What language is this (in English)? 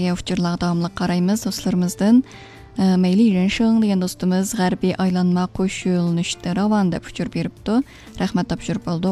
Uyghur